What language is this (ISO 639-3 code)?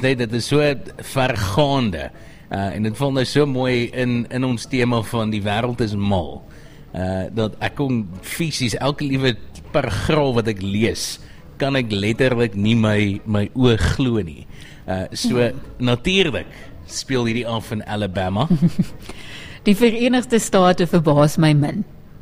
afr